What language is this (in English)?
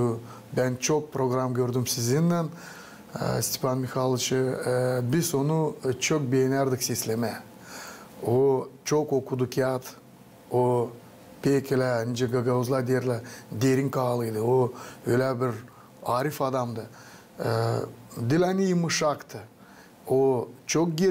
Gagauz